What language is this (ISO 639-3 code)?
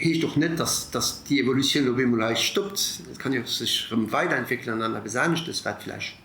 ltz